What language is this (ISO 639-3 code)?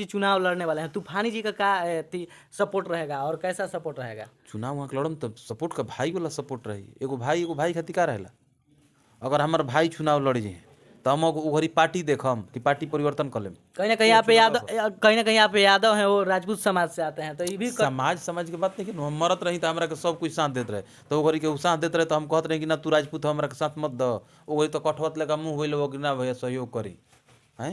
bho